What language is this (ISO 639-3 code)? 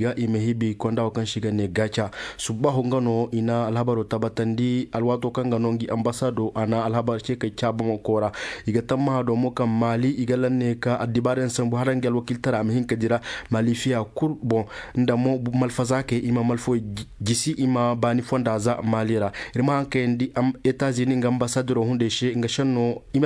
dje